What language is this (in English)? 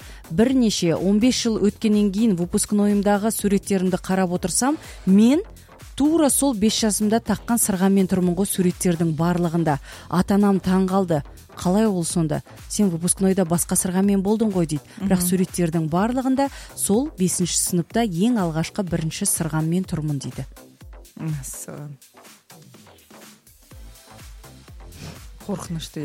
Kazakh